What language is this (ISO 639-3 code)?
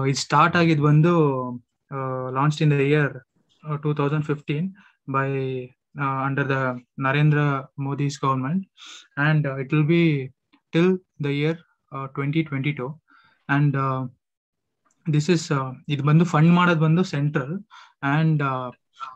kan